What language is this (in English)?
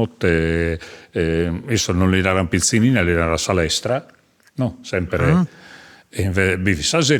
Sardinian